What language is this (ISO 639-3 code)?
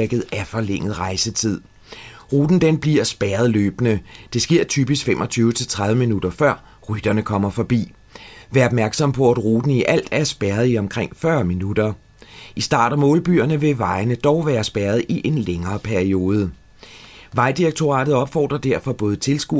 dan